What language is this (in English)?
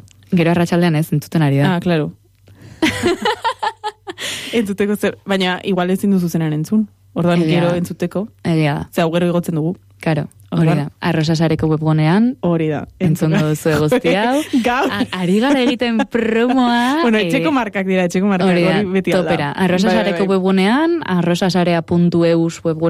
Basque